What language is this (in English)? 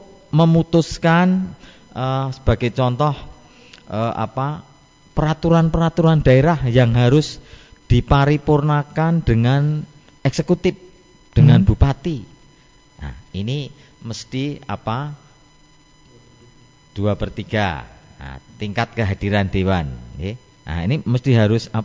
Indonesian